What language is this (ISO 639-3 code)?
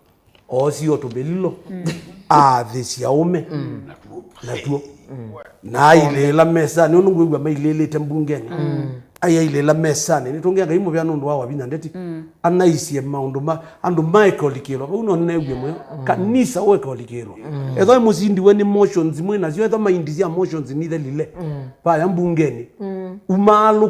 kam